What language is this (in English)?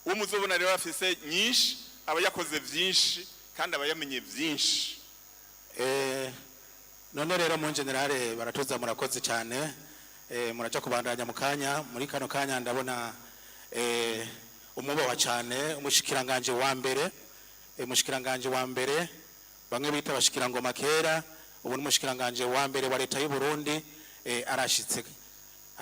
Rundi